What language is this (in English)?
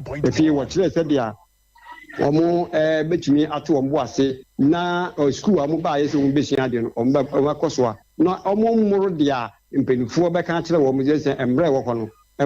Akan